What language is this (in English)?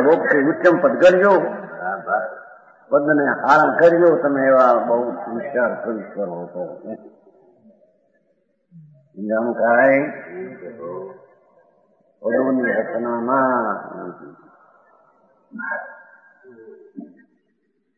Gujarati